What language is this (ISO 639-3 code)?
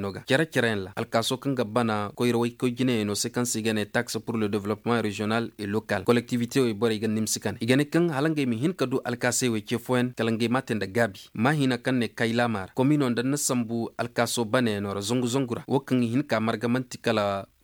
ses